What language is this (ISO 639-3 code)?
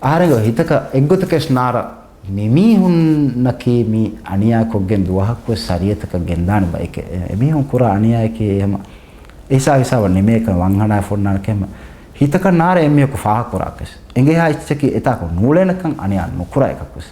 div